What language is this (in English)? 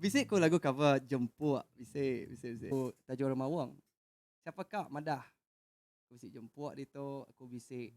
Iban